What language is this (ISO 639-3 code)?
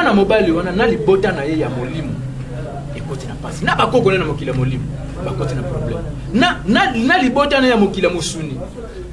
lin